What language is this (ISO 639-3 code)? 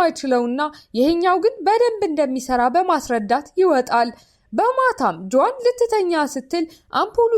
amh